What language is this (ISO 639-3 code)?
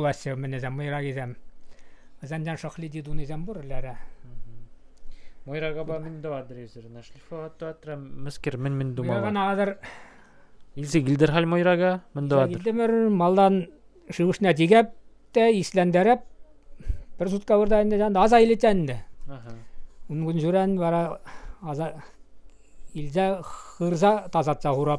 chv